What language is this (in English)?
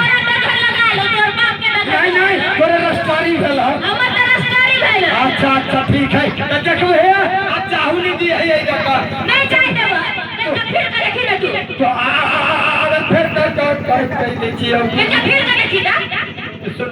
Maithili